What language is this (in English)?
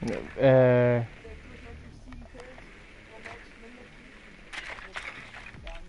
Bavarian